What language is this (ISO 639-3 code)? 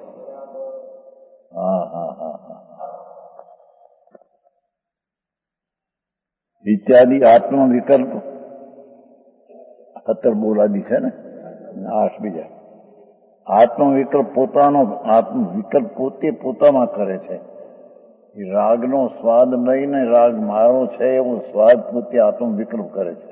guj